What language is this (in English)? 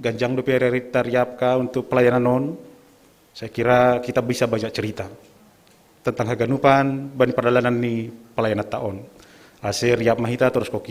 Batak Simalungun